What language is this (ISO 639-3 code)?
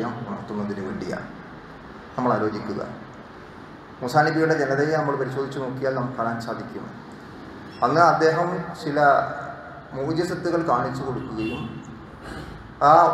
mal